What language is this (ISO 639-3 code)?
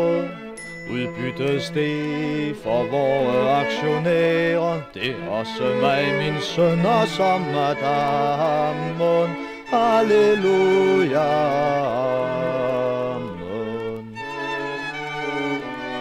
dan